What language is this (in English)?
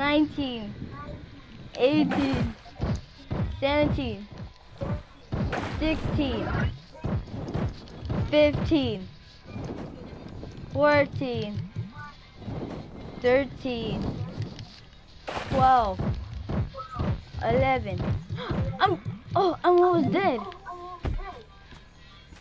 English